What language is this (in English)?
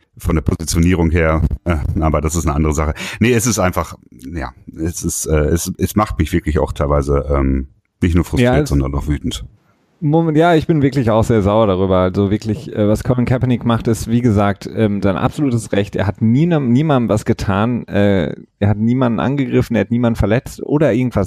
German